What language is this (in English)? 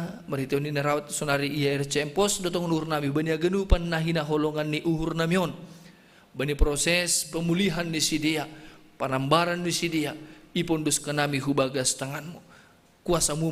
Batak Simalungun